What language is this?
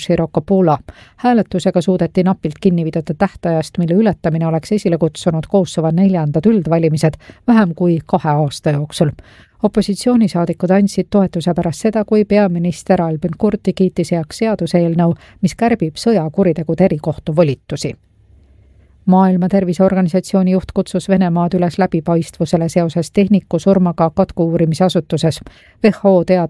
Estonian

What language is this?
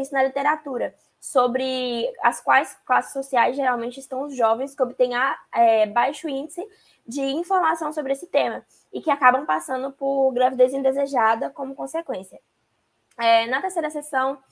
Portuguese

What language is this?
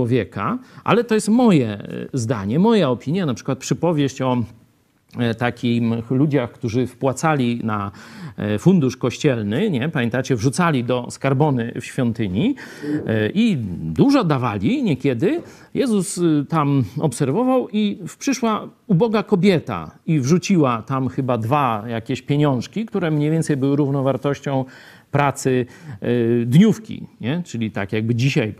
Polish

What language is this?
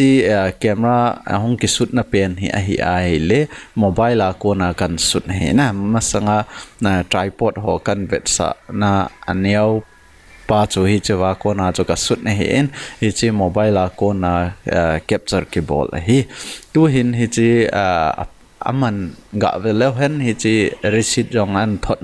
Thado Chin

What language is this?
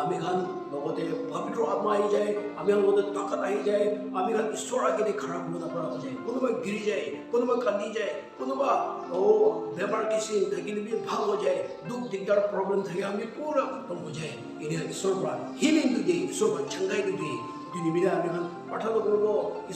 Chokri Naga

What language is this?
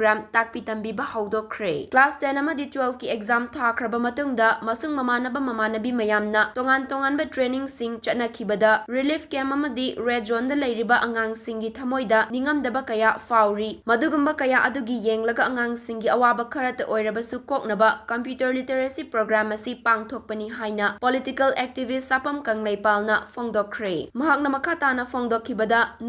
Manipuri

